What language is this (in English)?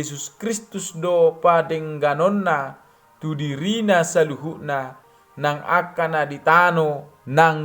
Batak Toba